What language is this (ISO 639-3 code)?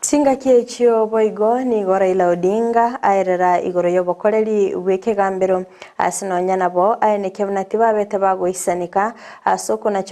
guz